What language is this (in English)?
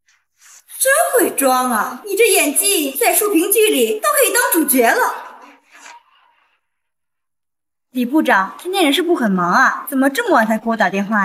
Chinese